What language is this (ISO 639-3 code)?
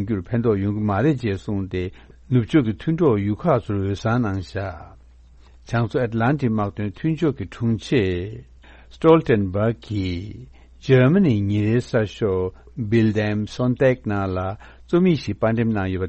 bod